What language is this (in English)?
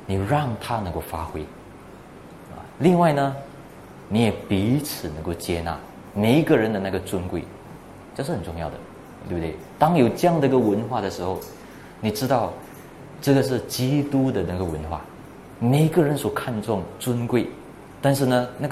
Chinese